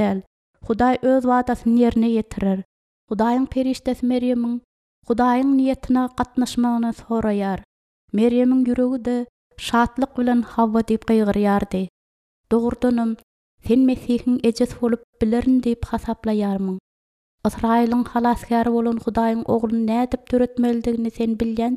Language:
Turkmen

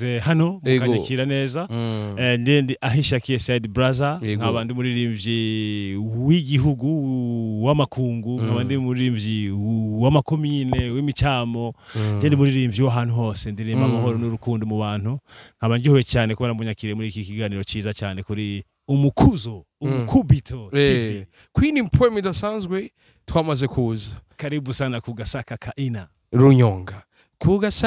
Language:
Rundi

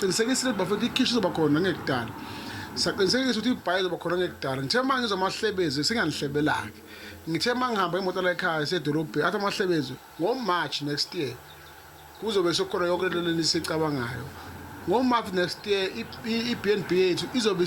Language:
Zulu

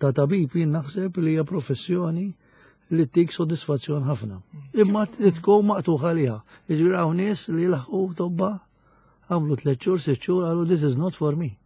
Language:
Maltese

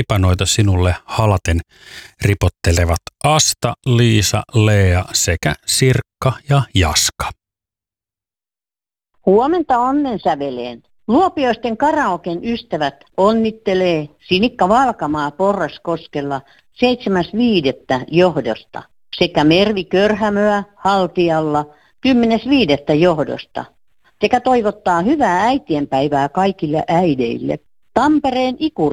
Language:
Finnish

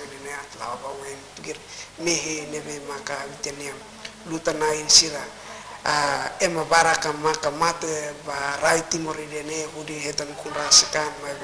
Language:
Tetum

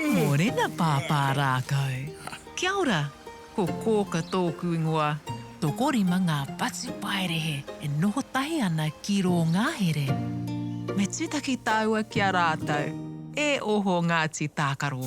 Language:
Māori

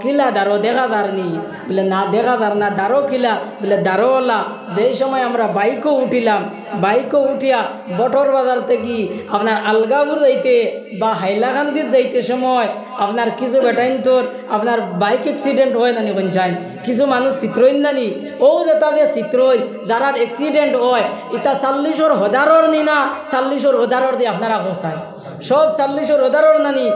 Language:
Sylheti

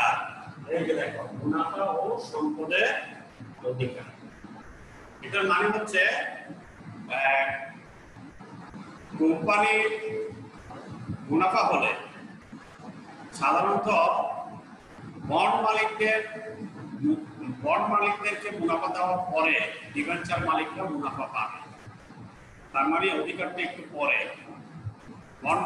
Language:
Bangla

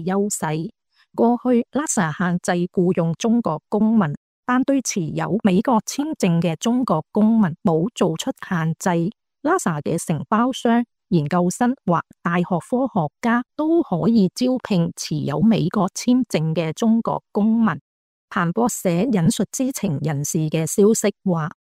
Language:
Cantonese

